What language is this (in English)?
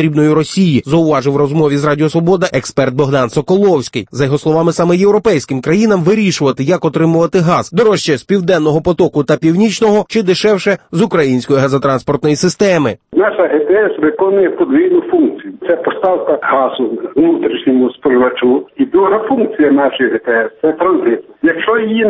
Ukrainian